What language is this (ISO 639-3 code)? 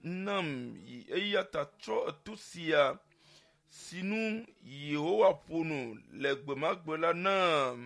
ewe